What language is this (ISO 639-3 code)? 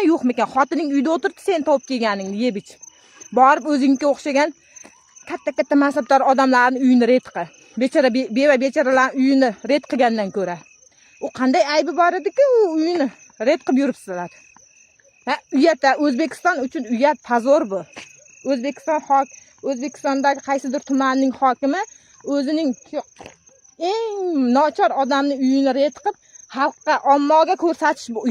uzb